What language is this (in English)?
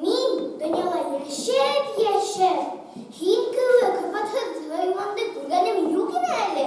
Bashkir